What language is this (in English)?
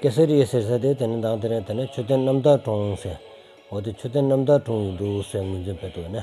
Stod Bhoti